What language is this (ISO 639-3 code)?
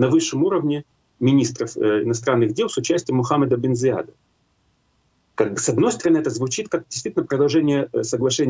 rus